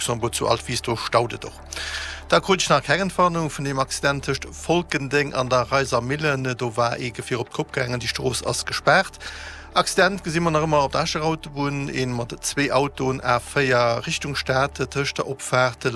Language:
Luxembourgish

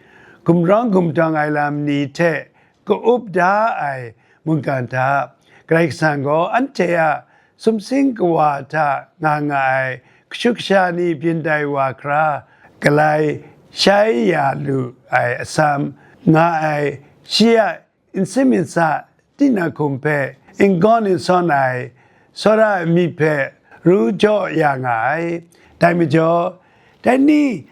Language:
Kachin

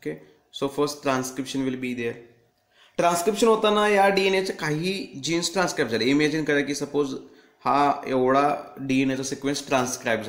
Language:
Marathi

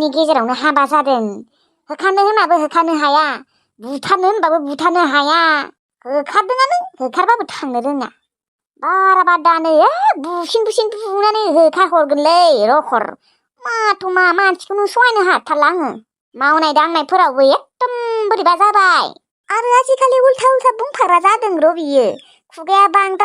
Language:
Bodo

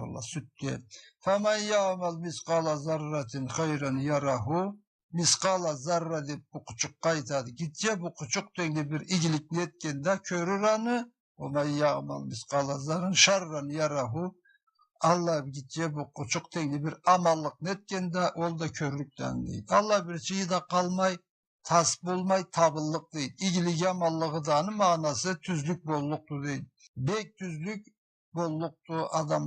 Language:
Karachay-Balkar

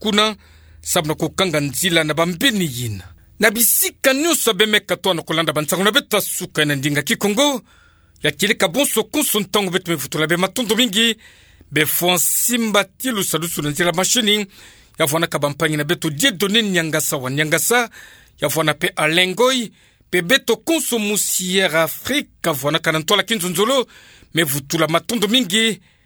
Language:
Kituba (Democratic Republic of Congo)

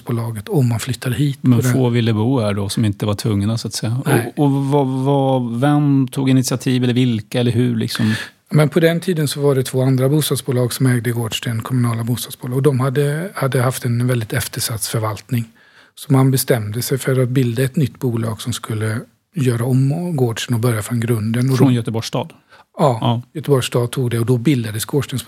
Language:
Swedish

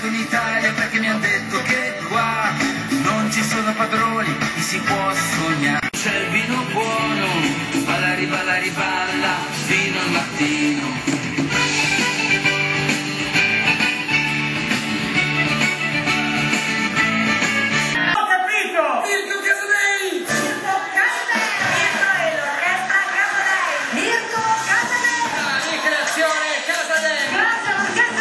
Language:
Italian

